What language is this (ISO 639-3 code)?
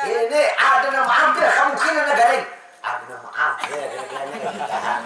bjn